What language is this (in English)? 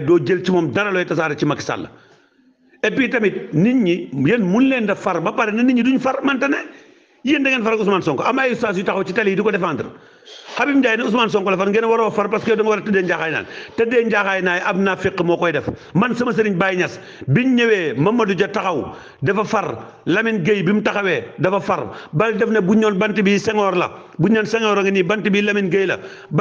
Wolof